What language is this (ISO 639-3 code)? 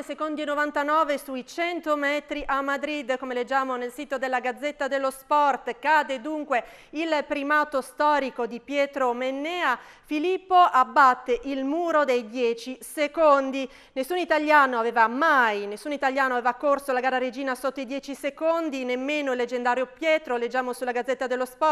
ita